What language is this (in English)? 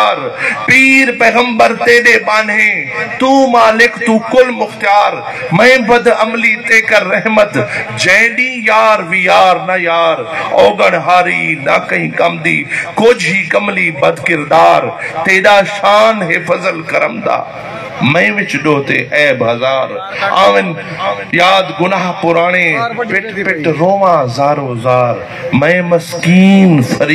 Saraiki